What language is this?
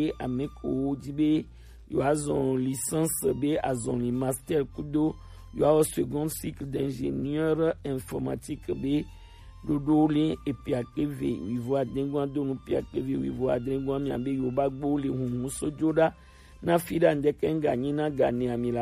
Gen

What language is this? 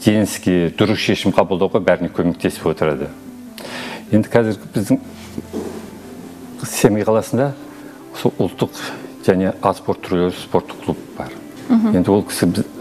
Kazakh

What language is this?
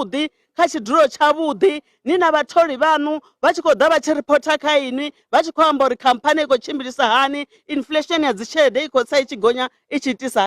Venda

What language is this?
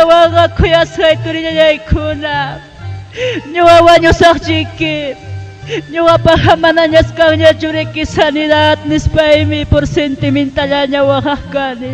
Ayacucho Quechua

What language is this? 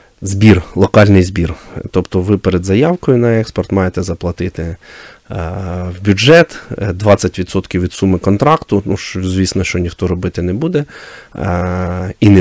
Ukrainian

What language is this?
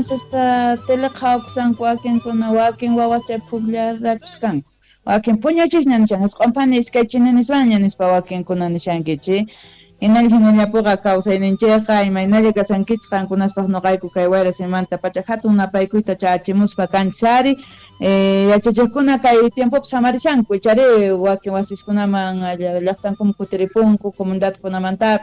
South Bolivian Quechua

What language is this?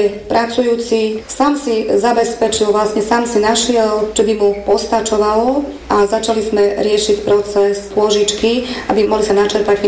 Slovak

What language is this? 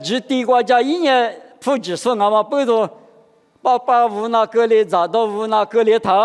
Lisu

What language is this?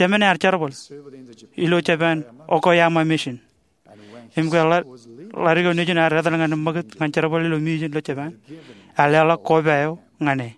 Marshallese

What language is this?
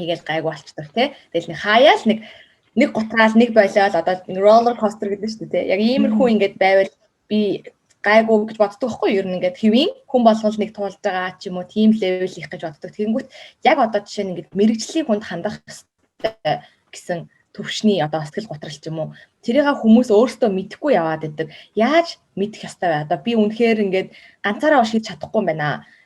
Mongolian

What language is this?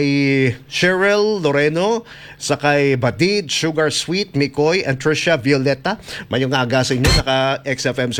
Hiligaynon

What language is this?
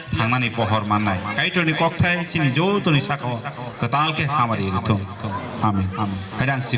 Kok Borok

